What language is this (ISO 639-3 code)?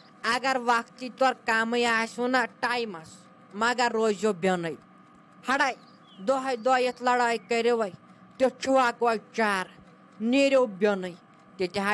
kas